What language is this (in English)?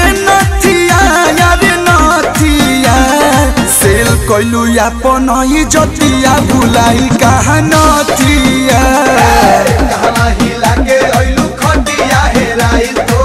Bhojpuri